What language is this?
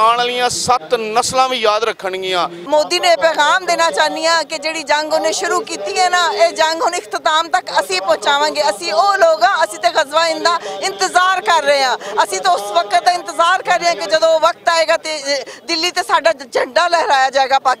Western Panjabi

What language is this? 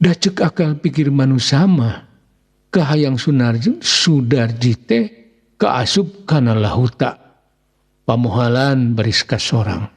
Sundanese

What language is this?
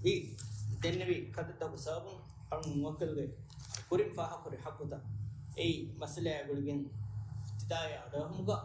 Divehi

